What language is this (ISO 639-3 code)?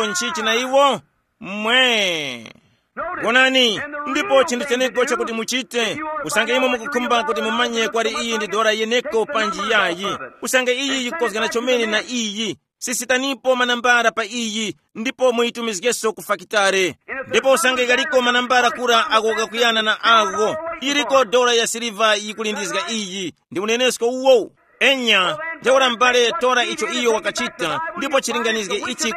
tum